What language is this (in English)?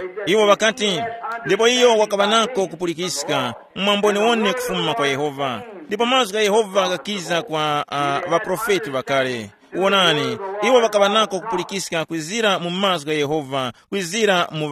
Tumbuka